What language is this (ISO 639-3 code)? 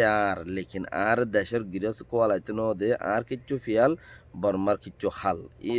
rhg